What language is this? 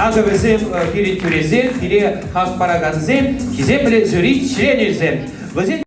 Chuvash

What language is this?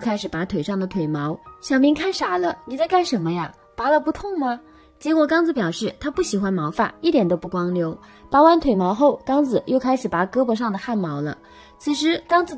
Chinese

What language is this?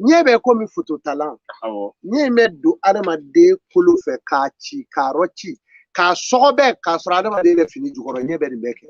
Bambara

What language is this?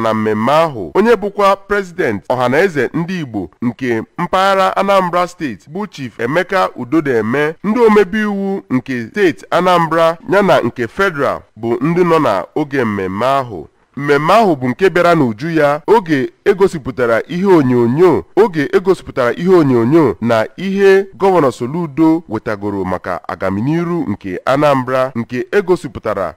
Igbo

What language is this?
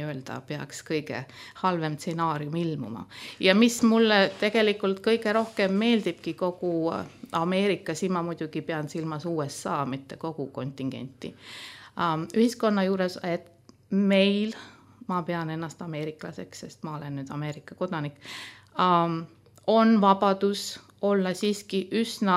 Estonian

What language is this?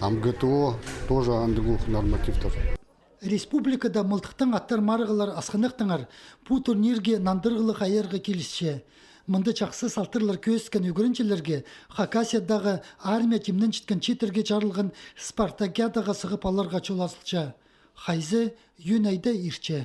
Khakas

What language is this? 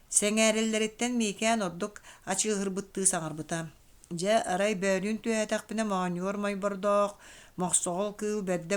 Yakut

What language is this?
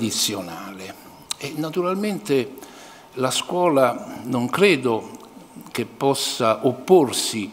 Italian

